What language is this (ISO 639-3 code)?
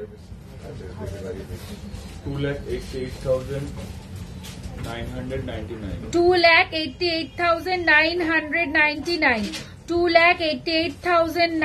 ben